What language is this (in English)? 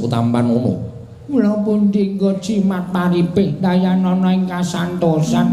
Javanese